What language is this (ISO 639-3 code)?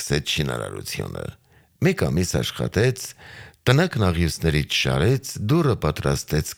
hye